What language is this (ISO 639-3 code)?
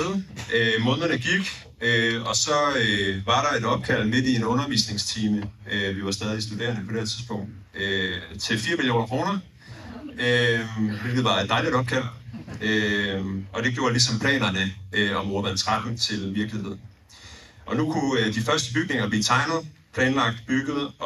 dan